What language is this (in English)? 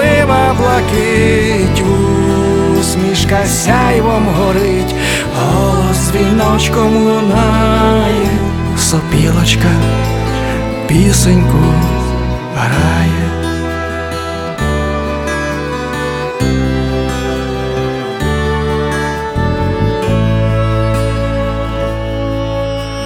Ukrainian